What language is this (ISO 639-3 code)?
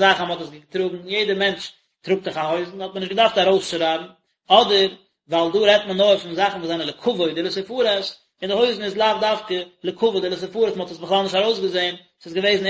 yid